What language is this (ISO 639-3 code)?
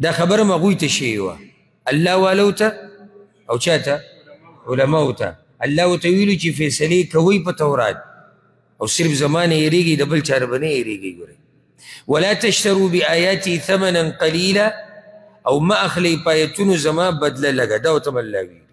pus